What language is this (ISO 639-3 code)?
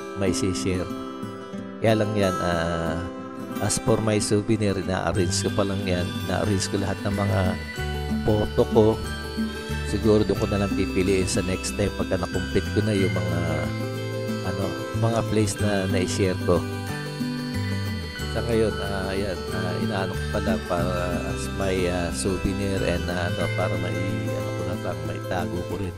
fil